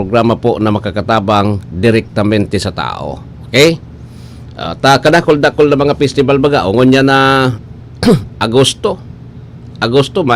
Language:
Bikol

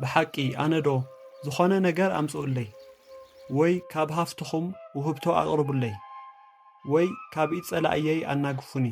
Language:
Tigrinya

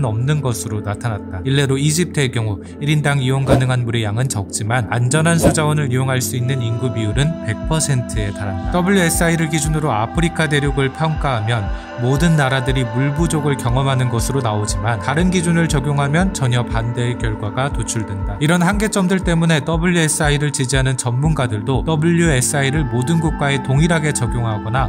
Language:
Korean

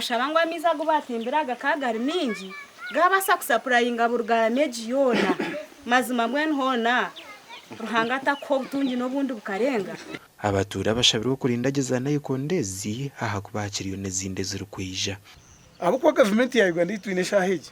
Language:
Nyankole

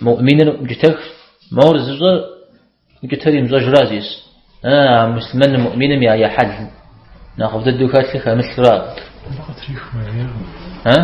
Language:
Kabardian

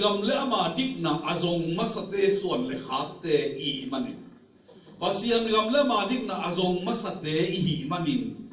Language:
Tedim Chin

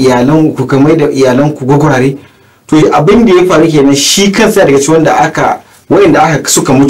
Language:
Hausa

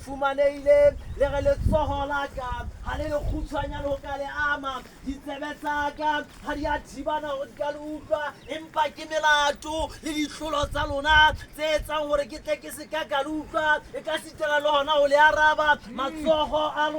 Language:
Southern Sotho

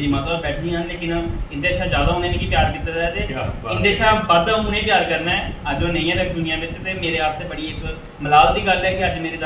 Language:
Dogri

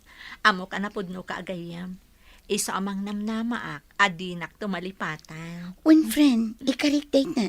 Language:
Iloko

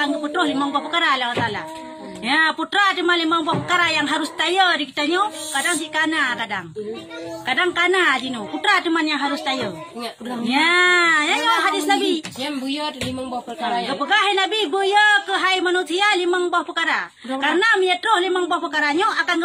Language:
Achinese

